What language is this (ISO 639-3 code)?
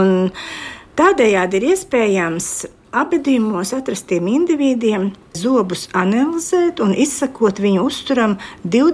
lav